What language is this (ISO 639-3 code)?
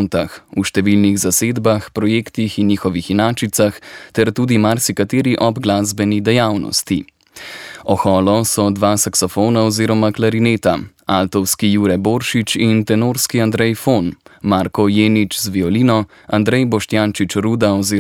slv